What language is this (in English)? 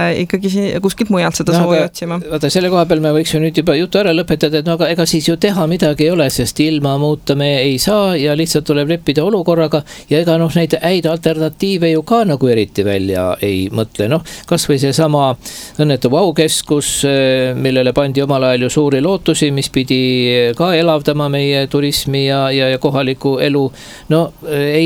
Estonian